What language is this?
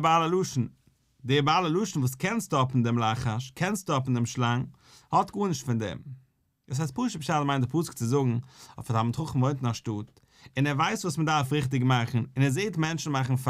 Yiddish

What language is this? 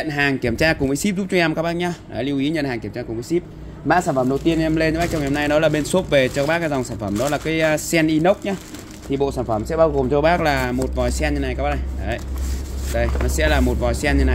Vietnamese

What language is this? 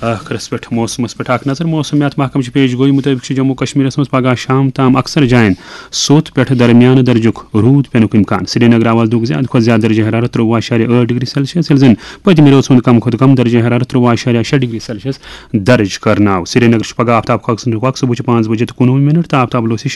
Kashmiri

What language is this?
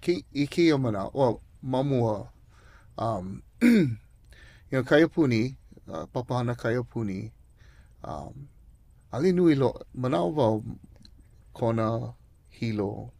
Hawaiian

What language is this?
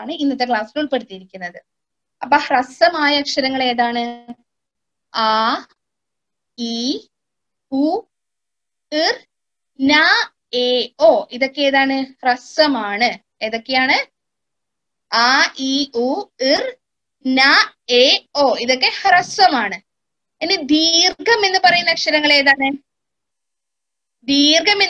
Malayalam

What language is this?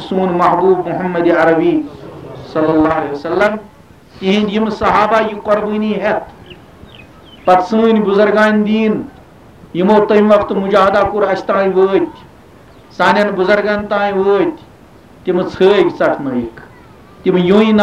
Kashmiri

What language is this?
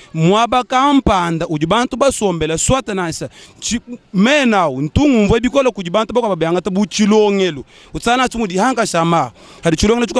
Luba-Lulua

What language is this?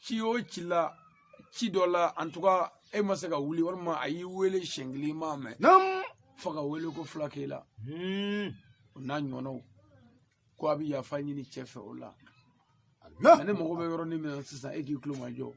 Bambara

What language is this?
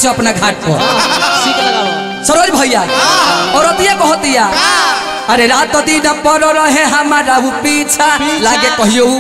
Bhojpuri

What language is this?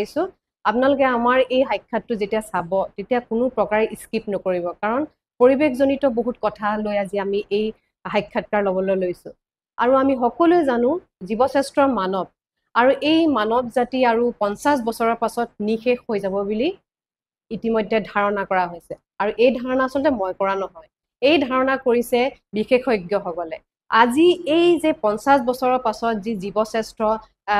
Assamese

